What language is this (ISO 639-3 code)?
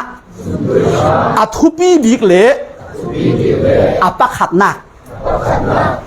cfm